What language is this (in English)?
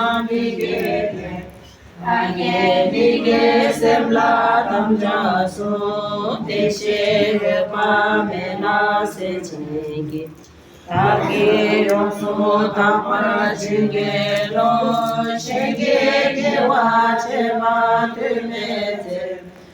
Tibetan